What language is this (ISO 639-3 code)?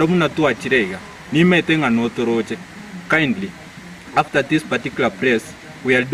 guz